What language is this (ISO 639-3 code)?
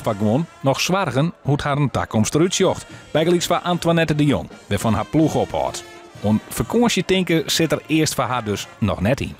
fry